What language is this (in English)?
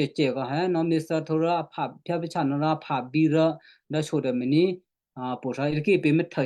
Western Kayah